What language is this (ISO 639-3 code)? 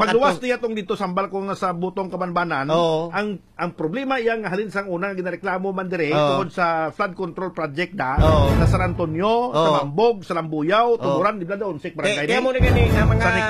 hil